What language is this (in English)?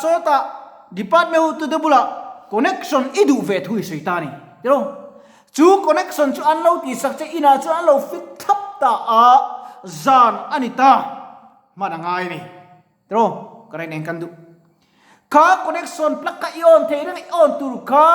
Mizo